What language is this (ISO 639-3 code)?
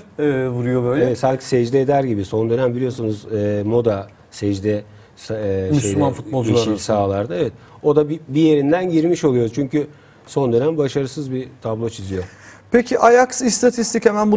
tur